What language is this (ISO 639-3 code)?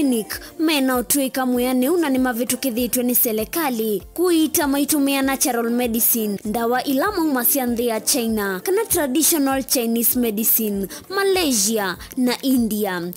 kam